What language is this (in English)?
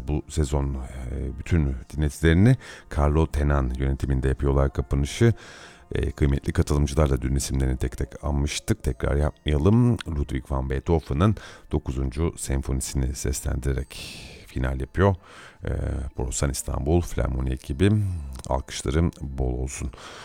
Turkish